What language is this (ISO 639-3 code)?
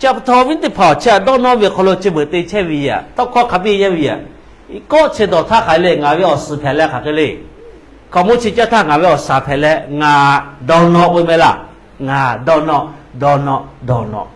lhu